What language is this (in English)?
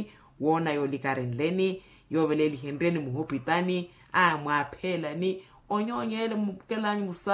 Makhuwa